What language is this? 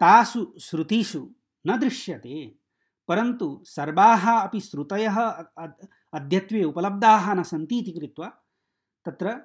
Sanskrit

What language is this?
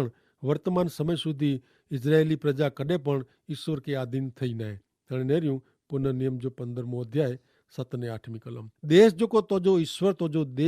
Kachhi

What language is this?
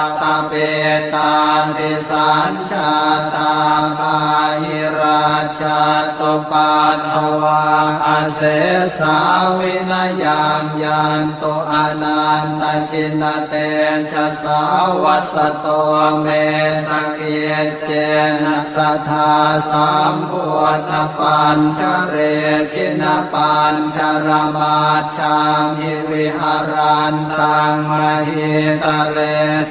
Pali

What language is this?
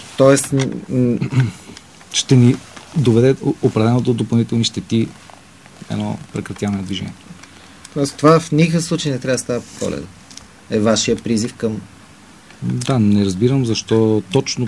Bulgarian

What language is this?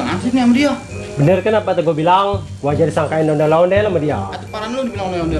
Betawi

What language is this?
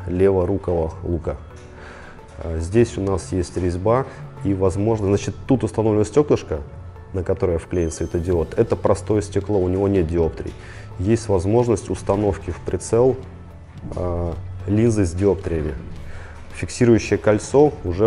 Russian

